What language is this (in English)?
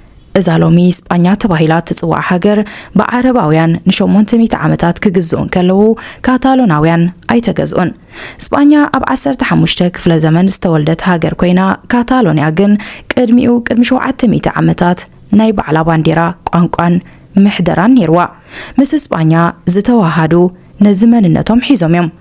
Tigrinya